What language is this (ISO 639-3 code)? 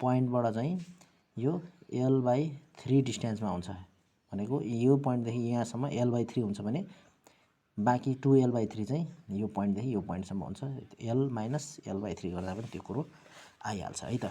nep